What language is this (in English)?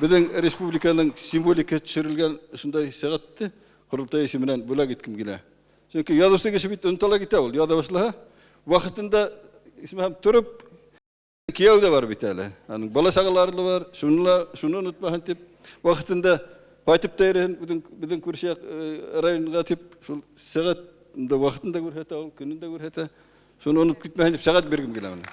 Bashkir